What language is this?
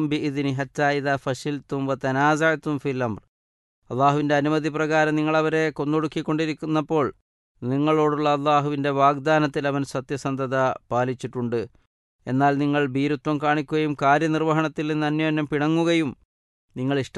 Malayalam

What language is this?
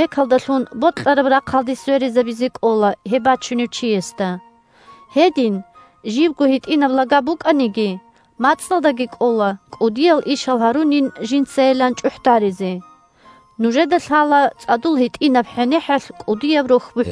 Avaric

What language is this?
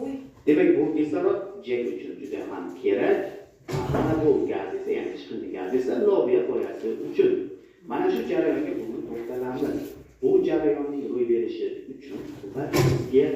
Uzbek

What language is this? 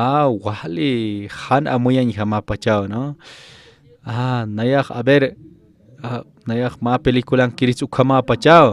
Aymara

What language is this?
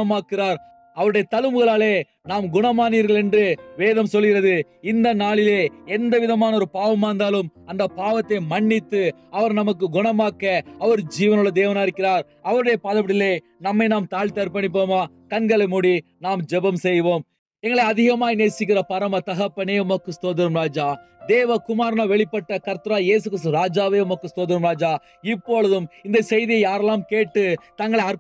Tamil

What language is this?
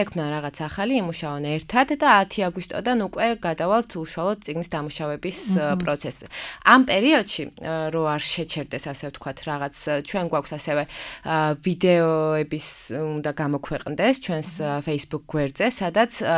Georgian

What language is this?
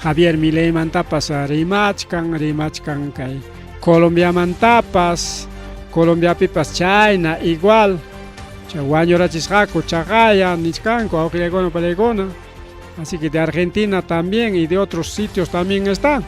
Ayacucho Quechua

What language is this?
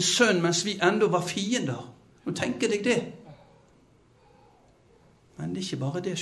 Norwegian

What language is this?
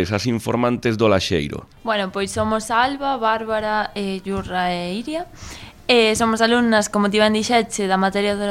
Galician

